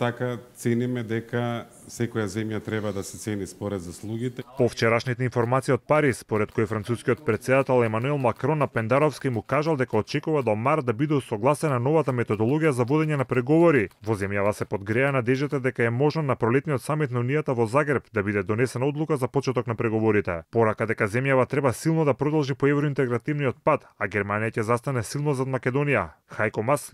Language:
Macedonian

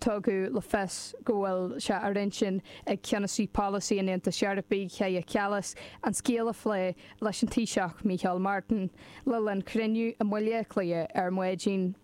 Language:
Irish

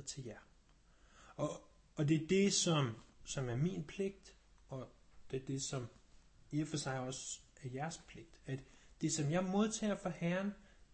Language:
Danish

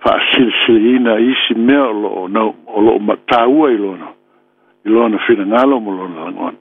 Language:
Samoan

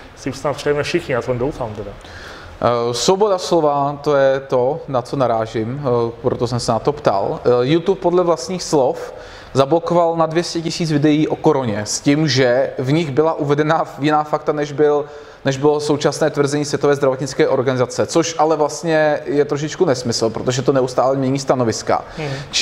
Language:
Czech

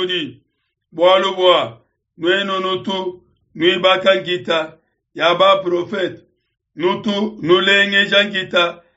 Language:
Luba-Lulua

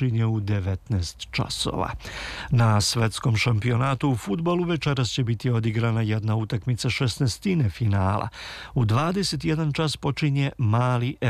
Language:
Serbian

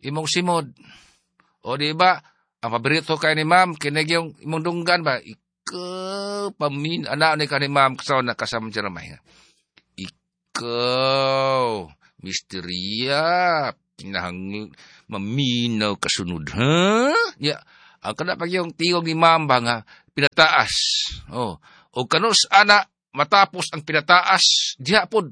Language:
Cebuano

